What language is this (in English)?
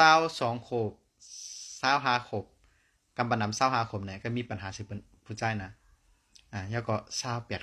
Shan